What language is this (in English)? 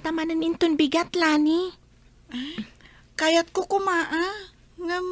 Iloko